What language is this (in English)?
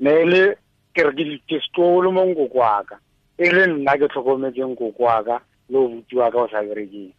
Tswana